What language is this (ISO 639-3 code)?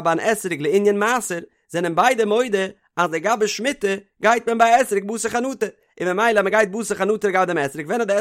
yid